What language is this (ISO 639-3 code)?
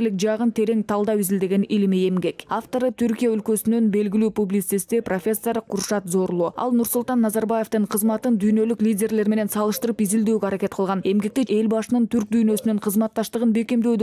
kir